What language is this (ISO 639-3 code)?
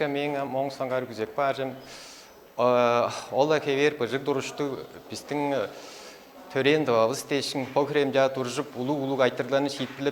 tyv